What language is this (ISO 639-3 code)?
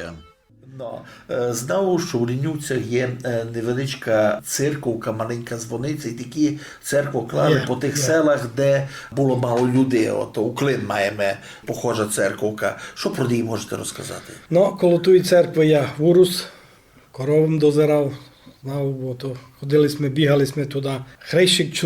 rue